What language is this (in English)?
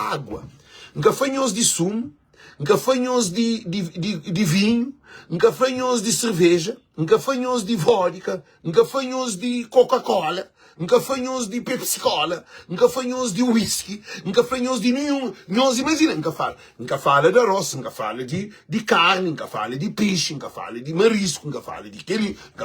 Kabuverdianu